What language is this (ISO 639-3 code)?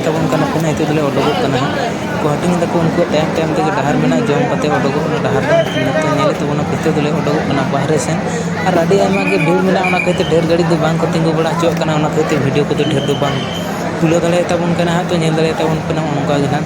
sat